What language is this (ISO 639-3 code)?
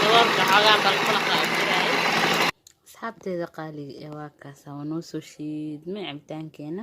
som